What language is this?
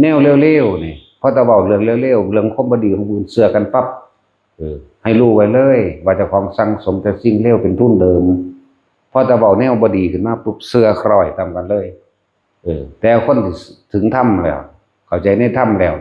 Northeastern Thai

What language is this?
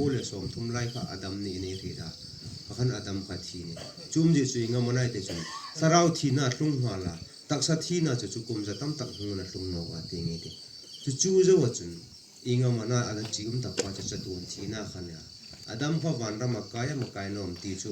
Hmar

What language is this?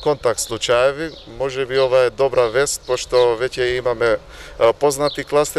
Macedonian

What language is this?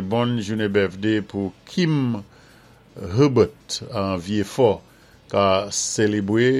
Saint Lucian Creole French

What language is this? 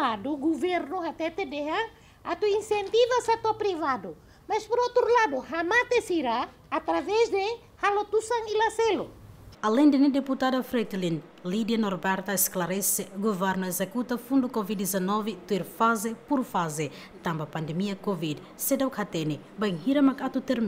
Tetum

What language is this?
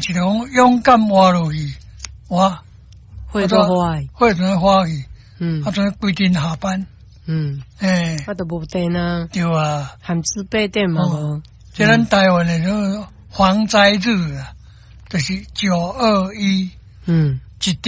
Min Nan Chinese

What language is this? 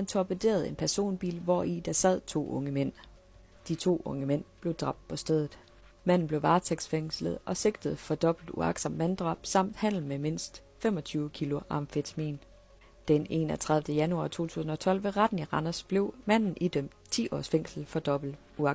Danish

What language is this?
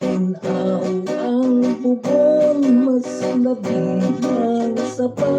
Hiligaynon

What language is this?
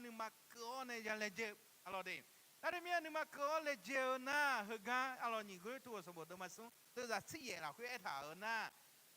Akha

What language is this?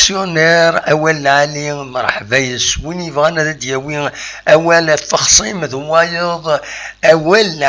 Kabyle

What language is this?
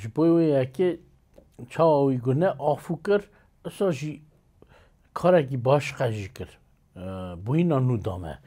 Kurdish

